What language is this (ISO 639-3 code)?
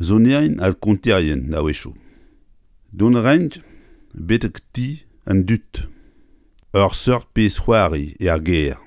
bre